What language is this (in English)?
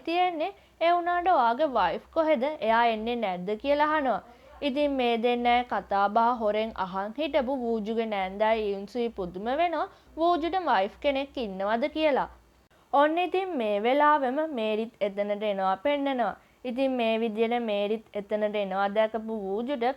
Sinhala